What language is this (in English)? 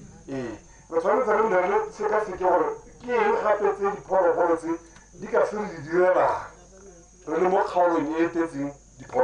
Tswana